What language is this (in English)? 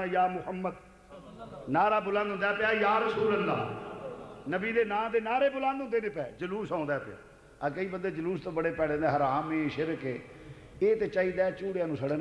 Western Panjabi